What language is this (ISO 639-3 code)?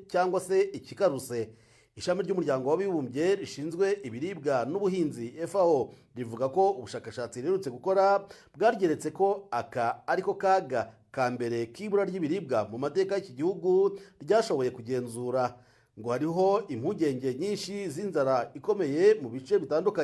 kin